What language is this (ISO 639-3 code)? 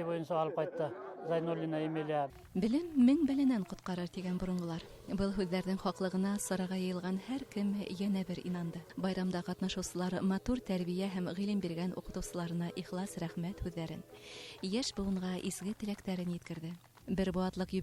bak